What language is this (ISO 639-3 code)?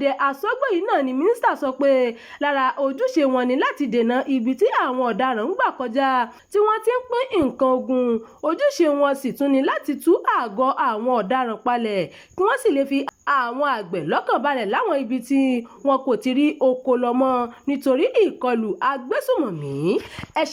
yor